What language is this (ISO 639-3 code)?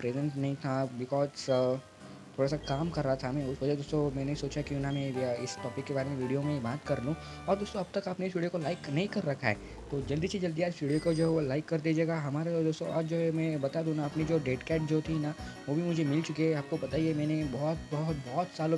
hin